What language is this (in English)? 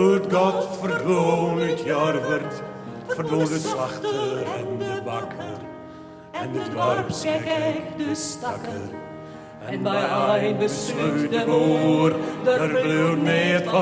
Western Frisian